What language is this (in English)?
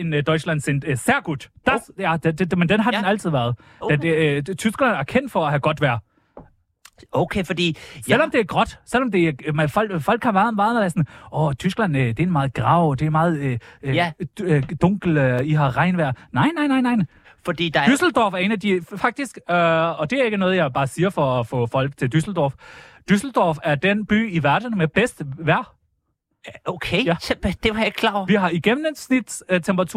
Danish